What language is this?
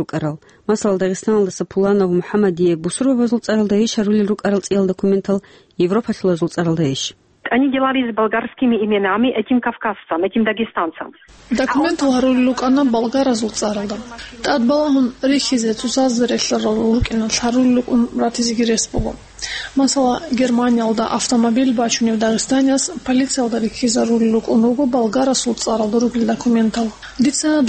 Avaric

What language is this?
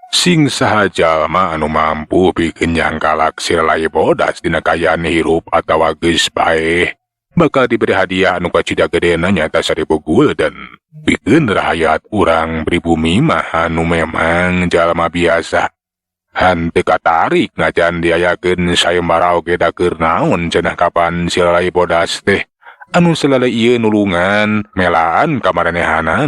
Sundanese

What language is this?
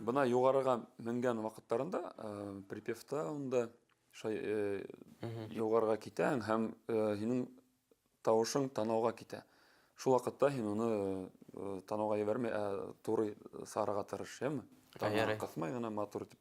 Bashkir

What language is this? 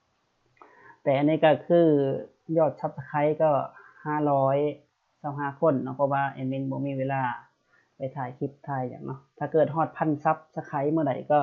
Lao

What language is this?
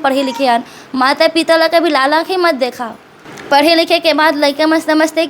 Chhattisgarhi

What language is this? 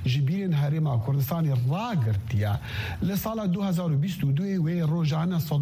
Kurdish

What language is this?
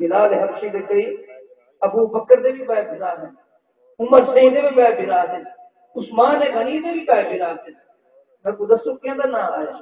Saraiki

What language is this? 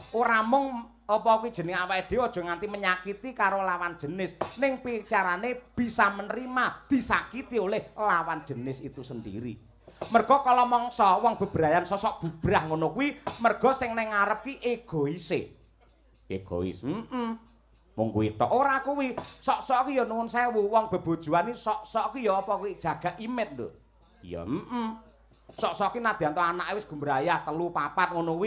Javanese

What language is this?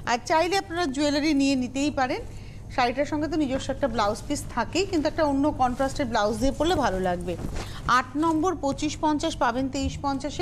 Bangla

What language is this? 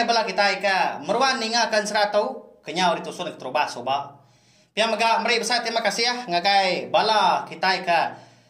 Iban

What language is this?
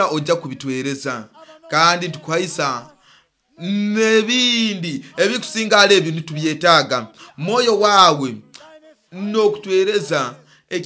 Nyoro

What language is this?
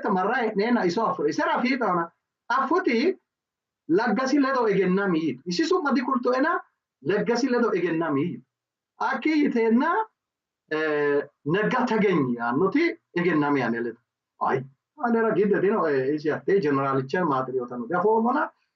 Sidamo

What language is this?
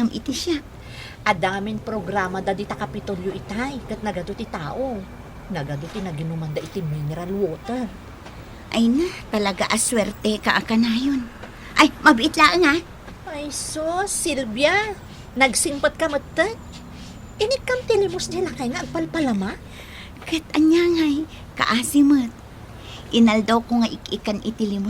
Iloko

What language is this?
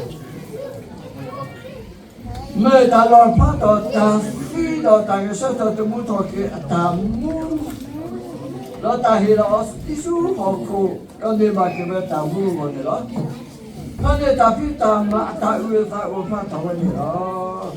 S'gaw Karen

